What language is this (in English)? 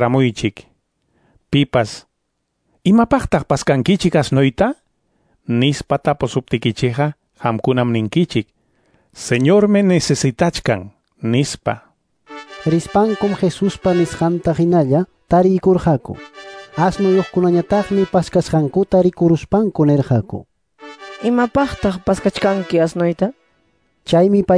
Quechua